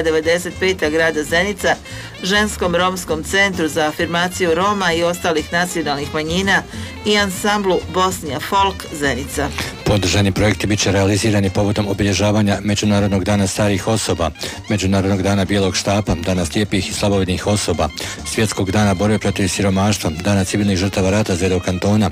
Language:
Bosnian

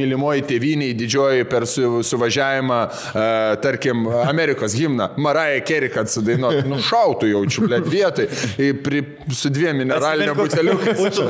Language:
Lithuanian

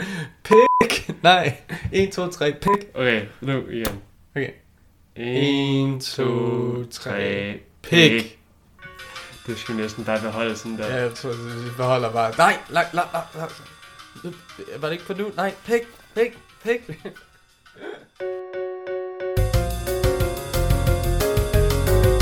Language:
Danish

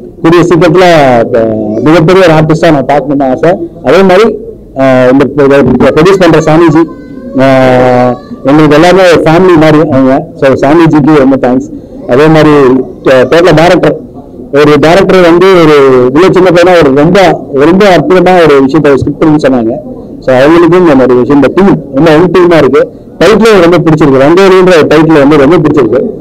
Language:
Tamil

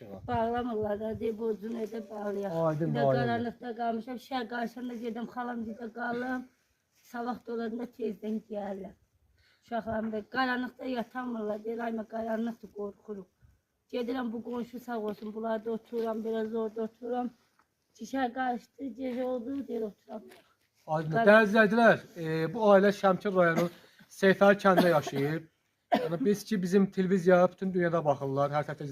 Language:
Azerbaijani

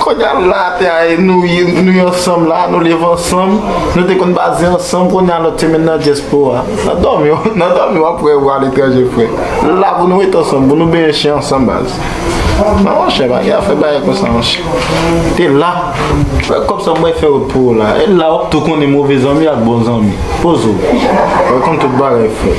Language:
Haitian Creole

